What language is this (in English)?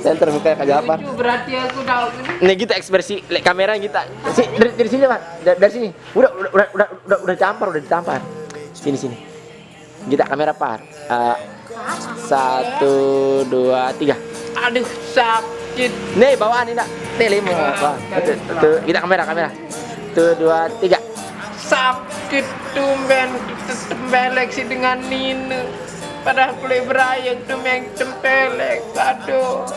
Sasak